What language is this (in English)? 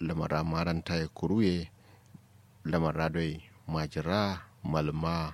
Kanuri